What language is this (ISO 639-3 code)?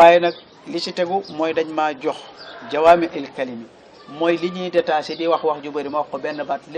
wol